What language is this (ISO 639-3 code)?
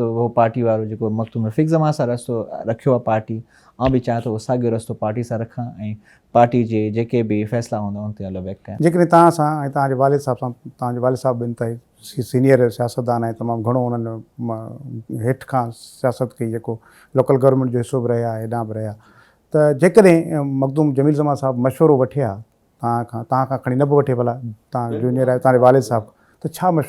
snd